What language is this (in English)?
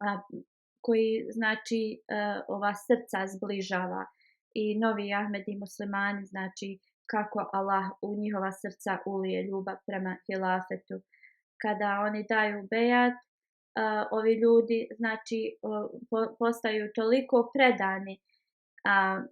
Bosnian